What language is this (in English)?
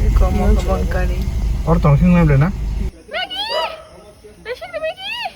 Kok Borok